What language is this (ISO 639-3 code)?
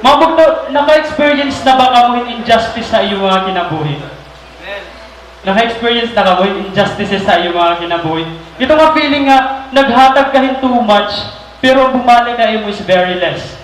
war